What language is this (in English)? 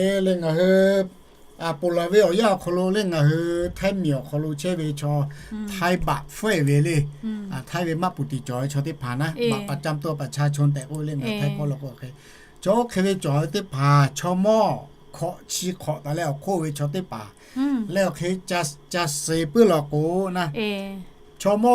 Lahu